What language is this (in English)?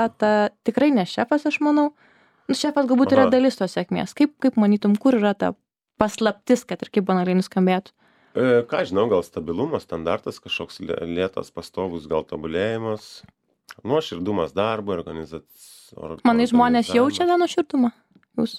Lithuanian